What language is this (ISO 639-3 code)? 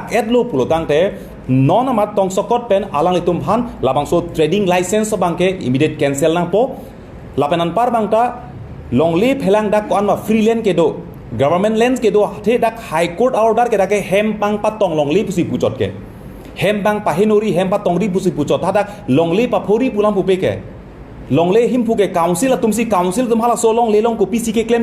mjw